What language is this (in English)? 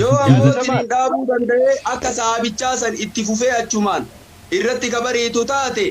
Oromo